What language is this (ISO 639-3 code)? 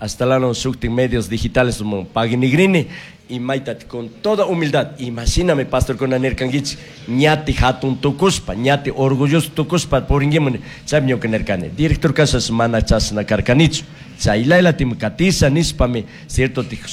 qug